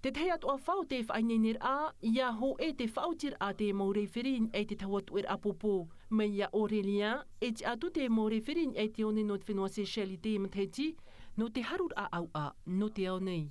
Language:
Tahitian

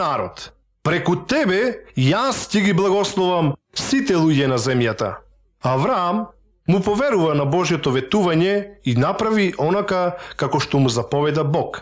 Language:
Macedonian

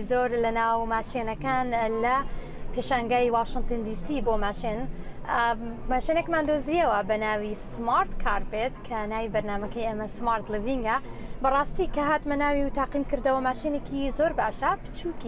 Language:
Central Kurdish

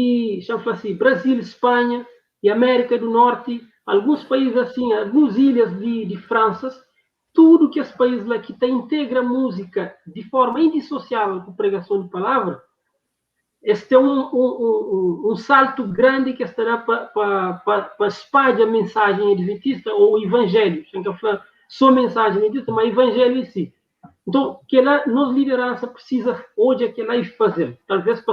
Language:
Kabuverdianu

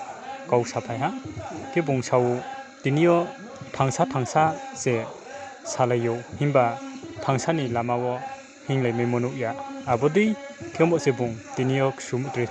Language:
Riang (India)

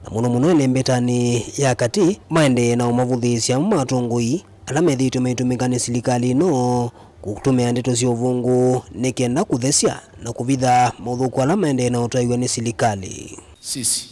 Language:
Kamba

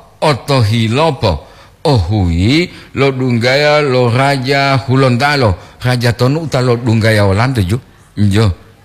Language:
Gorontalo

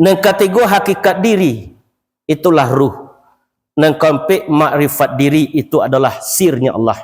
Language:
Minangkabau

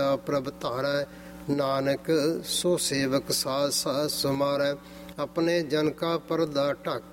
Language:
Punjabi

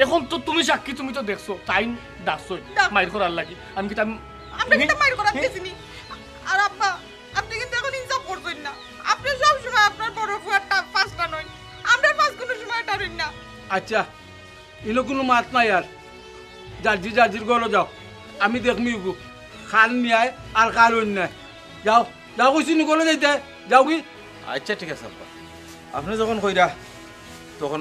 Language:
Sylheti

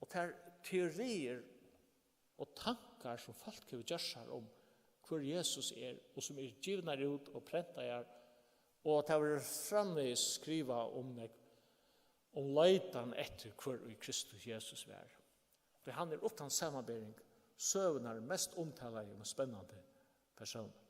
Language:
Faroese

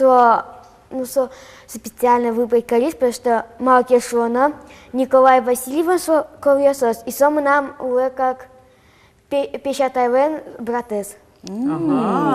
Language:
Udmurt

